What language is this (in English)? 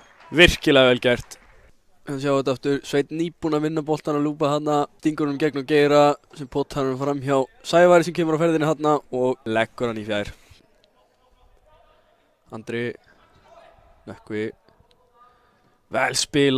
Icelandic